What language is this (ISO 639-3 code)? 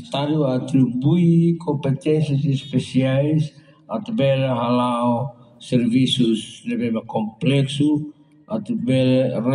tet